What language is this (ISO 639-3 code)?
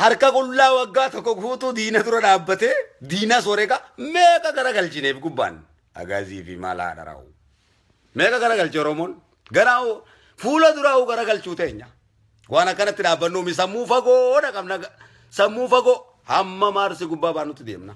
orm